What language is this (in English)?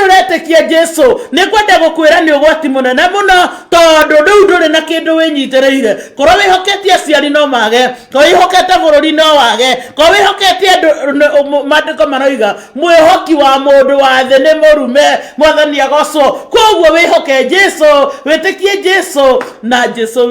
Kikuyu